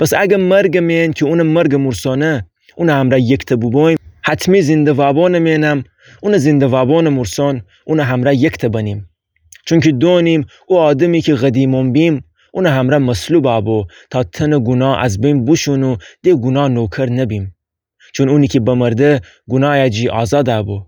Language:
Gilaki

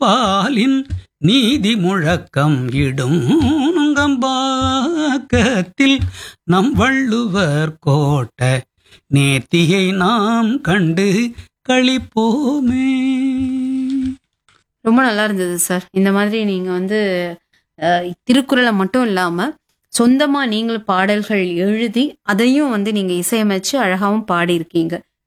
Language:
Tamil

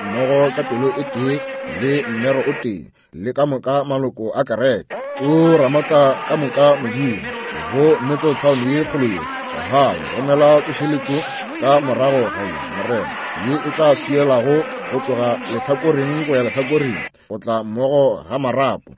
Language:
Northern Sotho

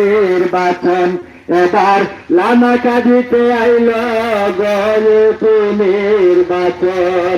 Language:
Sylheti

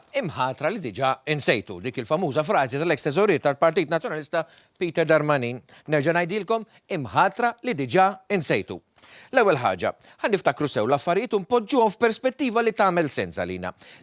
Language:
Maltese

